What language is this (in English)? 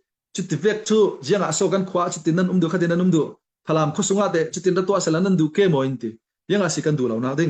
Falam Chin